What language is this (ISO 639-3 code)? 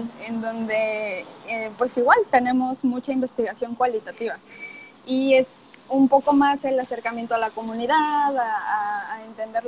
spa